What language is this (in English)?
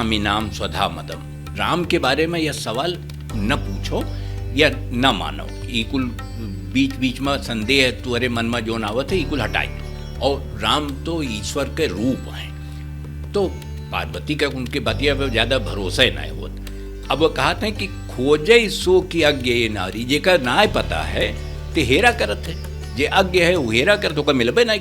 Awadhi